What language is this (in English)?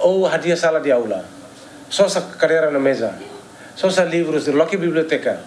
Tetum